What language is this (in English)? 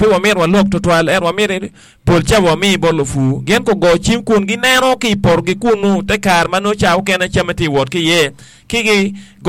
Acoli